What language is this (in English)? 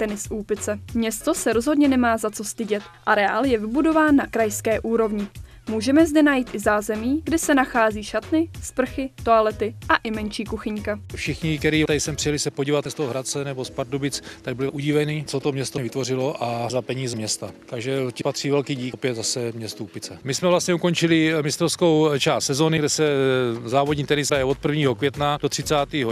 Czech